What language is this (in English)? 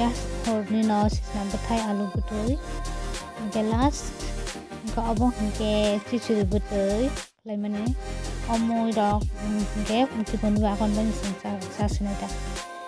Kok Borok